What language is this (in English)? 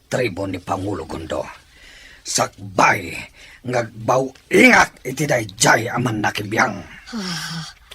Iloko